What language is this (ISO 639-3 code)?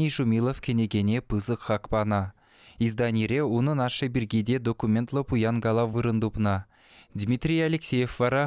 chv